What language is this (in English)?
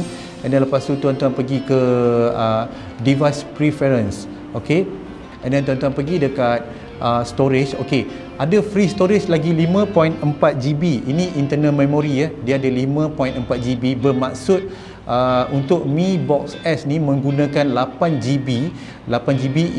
Malay